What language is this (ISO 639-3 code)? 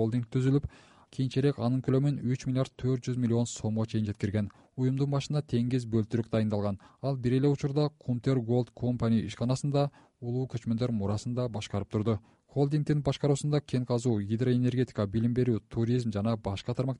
kir